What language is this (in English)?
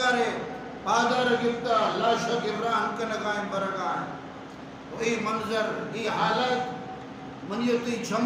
Baluchi